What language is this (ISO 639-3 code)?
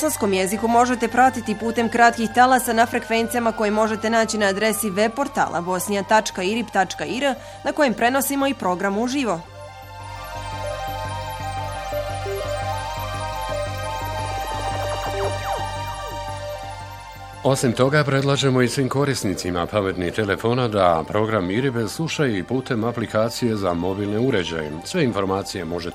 bos